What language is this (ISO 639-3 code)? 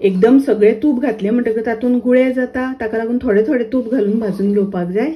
kok